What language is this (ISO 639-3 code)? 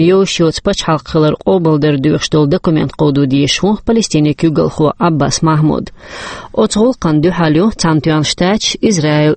che